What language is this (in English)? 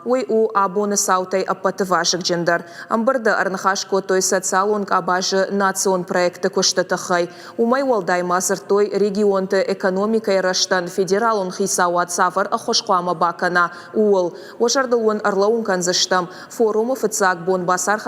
Ossetic